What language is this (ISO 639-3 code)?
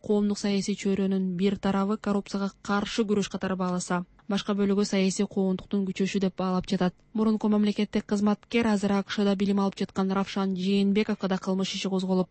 kir